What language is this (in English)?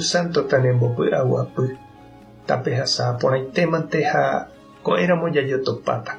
Guarani